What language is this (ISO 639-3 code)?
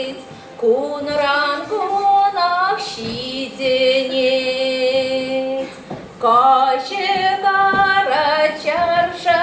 chv